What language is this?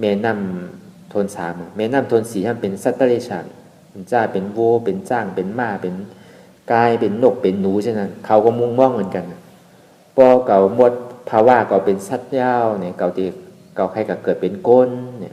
Shan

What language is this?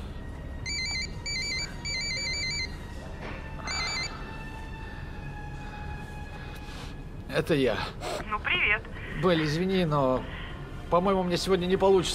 Russian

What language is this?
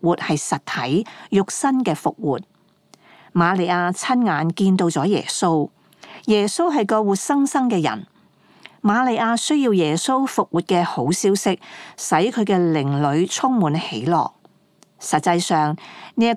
Cantonese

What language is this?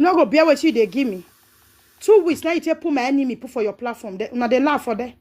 Nigerian Pidgin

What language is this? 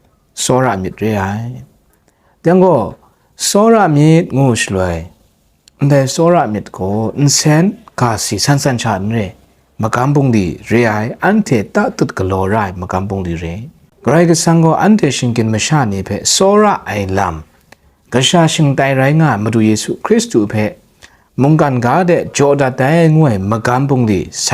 Kachin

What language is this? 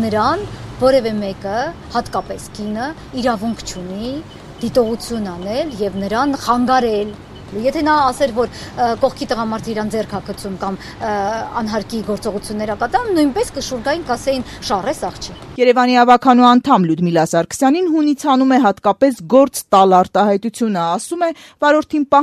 Armenian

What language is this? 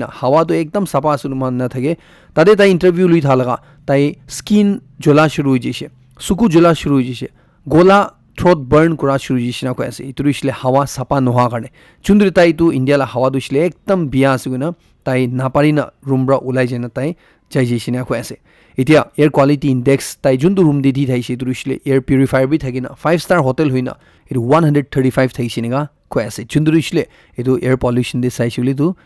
Naga Pidgin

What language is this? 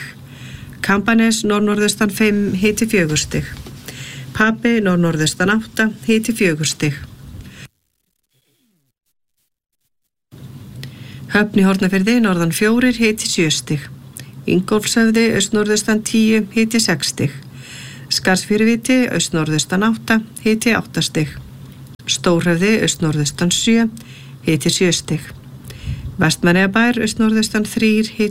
Icelandic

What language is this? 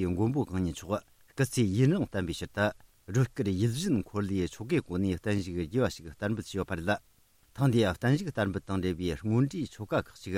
Tibetan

